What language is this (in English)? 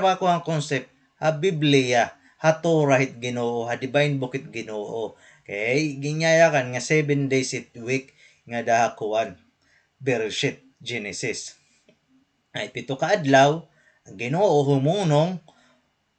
Waray